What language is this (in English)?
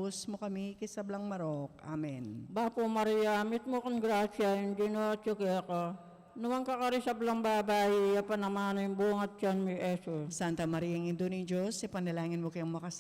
Pampanga